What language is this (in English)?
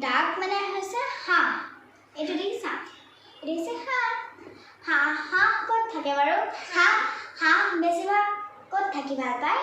Assamese